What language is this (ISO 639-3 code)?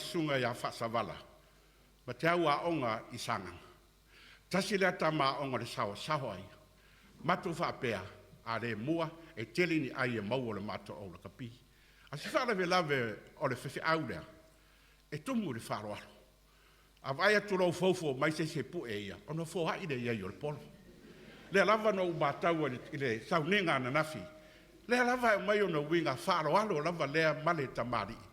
smo